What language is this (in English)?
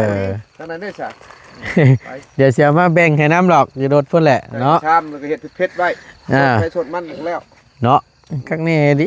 Northeastern Thai